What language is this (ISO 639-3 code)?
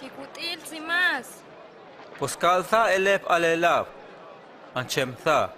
hus